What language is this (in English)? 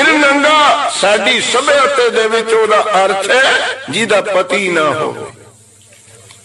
Punjabi